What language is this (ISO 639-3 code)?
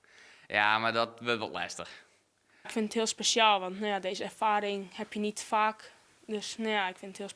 fry